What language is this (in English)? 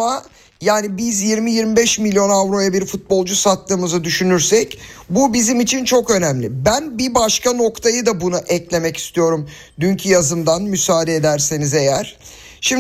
Turkish